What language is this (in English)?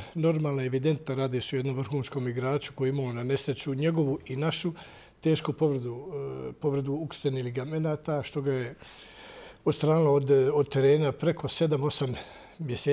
Bosnian